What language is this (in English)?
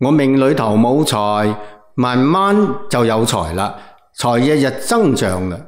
Cantonese